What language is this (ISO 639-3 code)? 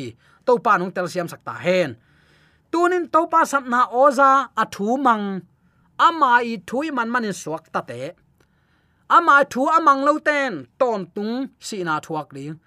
ctd